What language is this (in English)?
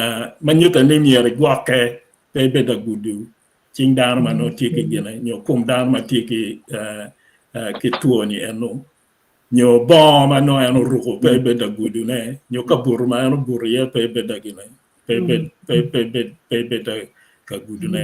Acoli